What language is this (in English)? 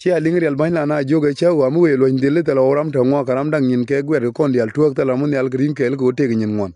Nuer